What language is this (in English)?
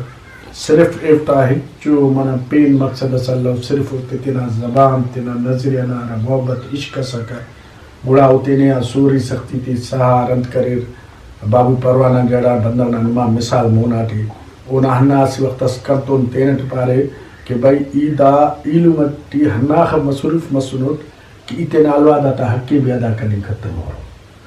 Brahui